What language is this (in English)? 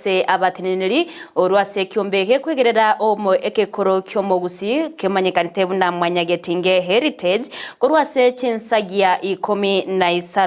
Gusii